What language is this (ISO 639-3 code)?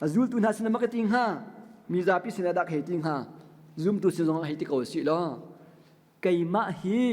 cnh